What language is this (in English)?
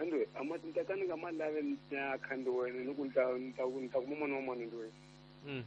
Tsonga